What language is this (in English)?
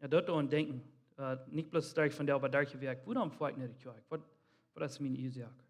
Plautdietsch